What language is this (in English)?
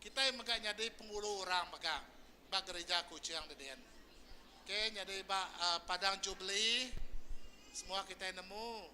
Iban